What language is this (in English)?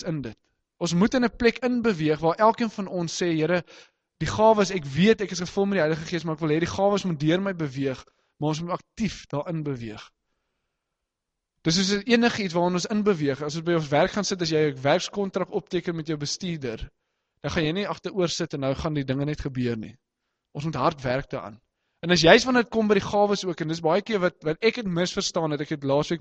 Afrikaans